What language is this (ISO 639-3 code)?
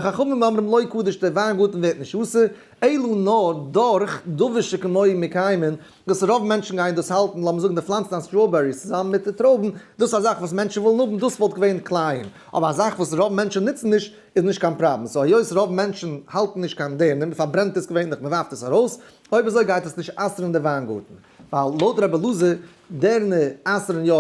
yid